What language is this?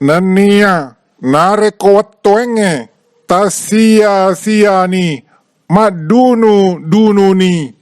Buginese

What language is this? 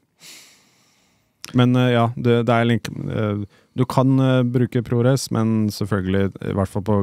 Norwegian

